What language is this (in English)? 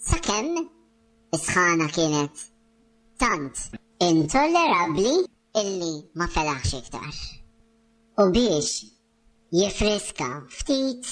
Maltese